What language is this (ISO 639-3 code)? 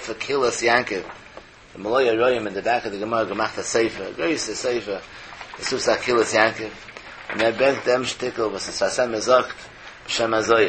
yid